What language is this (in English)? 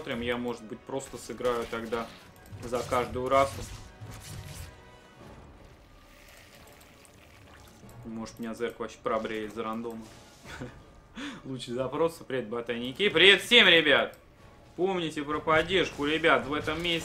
Russian